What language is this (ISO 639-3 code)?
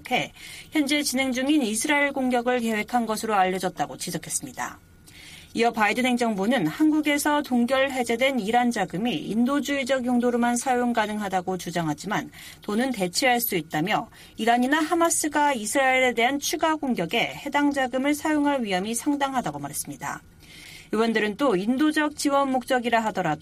kor